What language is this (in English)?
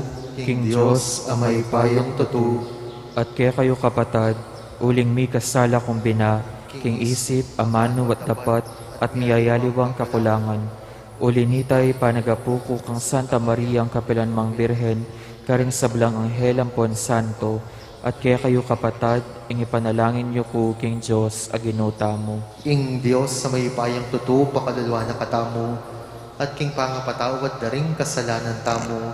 Pampanga